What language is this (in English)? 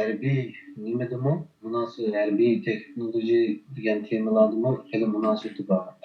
Uyghur